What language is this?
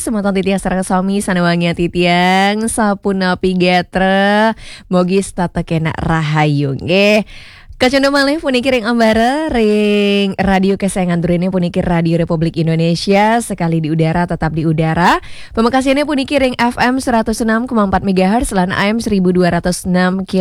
Balinese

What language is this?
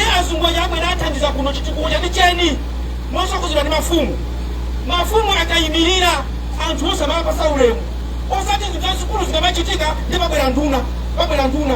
Nyanja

